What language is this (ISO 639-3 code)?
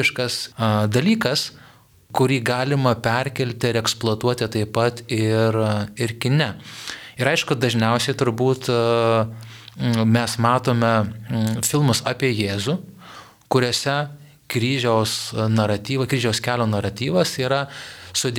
lit